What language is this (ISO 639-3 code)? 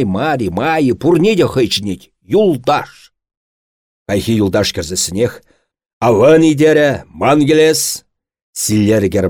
chv